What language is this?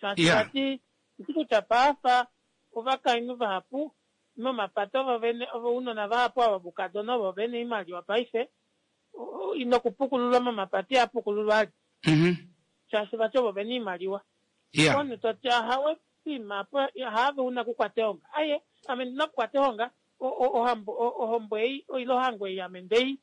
Kuanyama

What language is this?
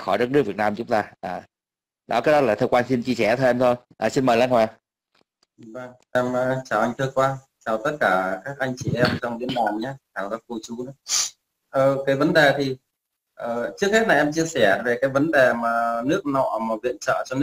Vietnamese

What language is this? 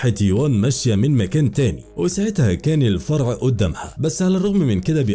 Egyptian Arabic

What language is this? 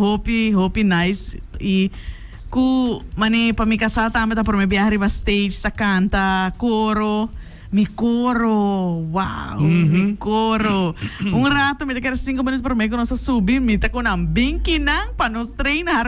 Papiamento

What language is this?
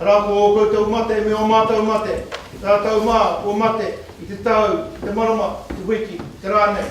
Māori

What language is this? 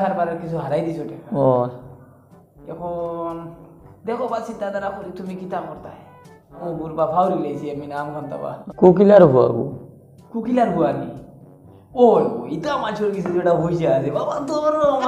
Sylheti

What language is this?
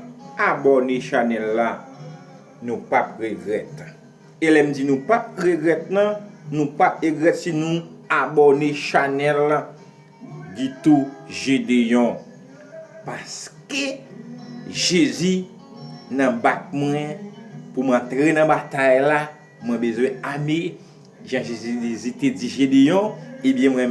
Haitian Creole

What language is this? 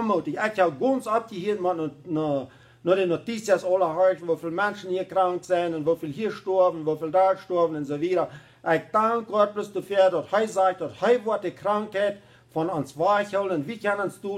Plautdietsch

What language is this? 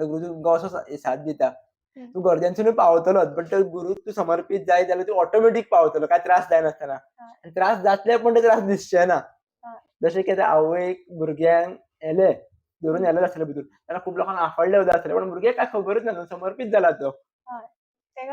Konkani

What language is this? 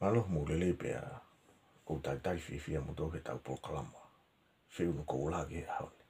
Tongan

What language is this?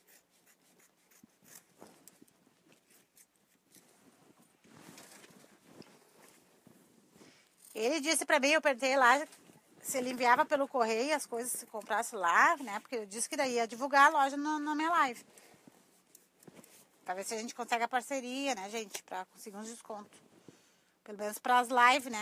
Portuguese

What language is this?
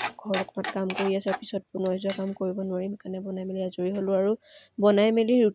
Assamese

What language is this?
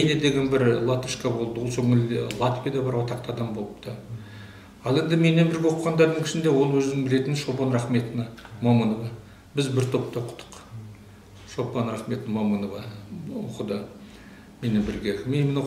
Kazakh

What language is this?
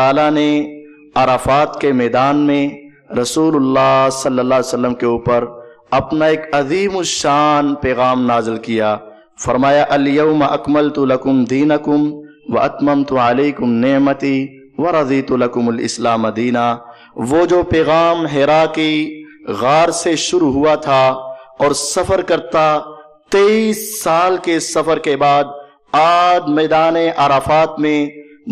Urdu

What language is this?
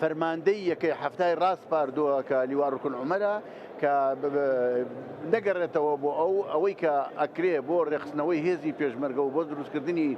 Central Kurdish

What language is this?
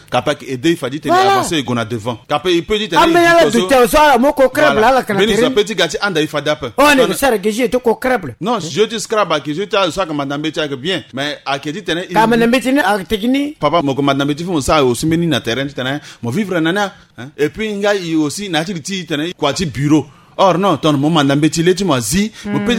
Sango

